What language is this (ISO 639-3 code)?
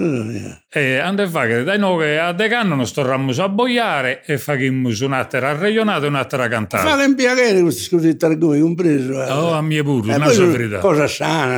srd